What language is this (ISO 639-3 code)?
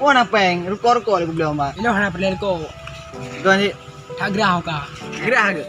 ace